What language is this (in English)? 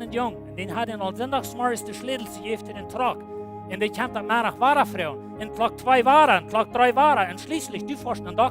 Plautdietsch